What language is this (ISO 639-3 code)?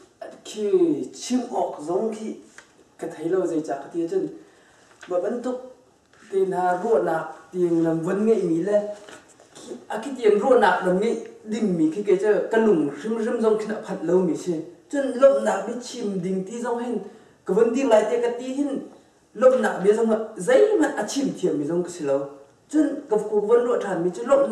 cnh